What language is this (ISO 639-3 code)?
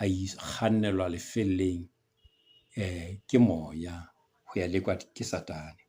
sot